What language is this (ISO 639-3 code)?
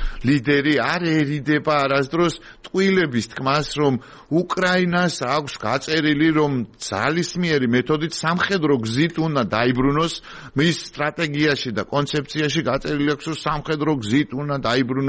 kat